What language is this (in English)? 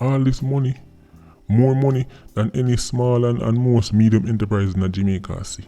Jamaican Creole English